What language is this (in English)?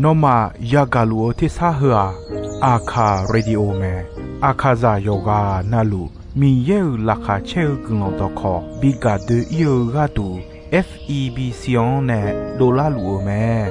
Akha